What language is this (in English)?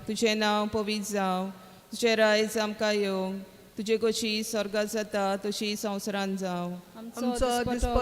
Konkani